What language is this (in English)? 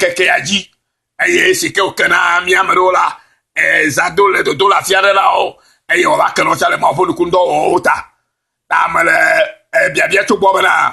Ewe